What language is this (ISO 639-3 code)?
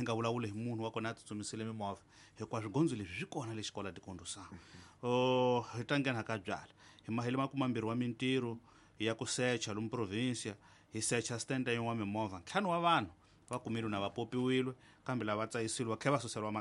tso